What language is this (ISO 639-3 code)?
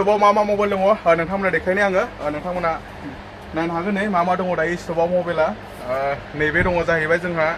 brx